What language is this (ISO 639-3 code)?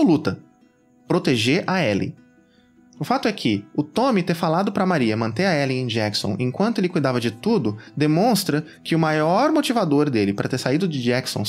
por